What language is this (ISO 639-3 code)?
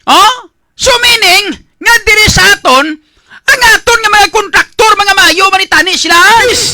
hil